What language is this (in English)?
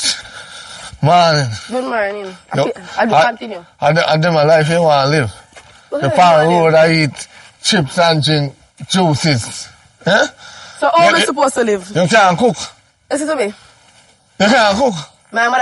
Jamaican Creole English